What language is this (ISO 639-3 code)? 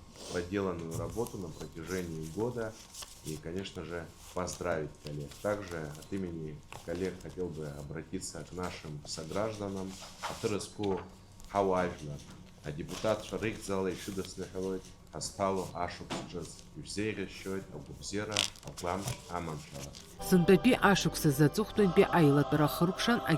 abk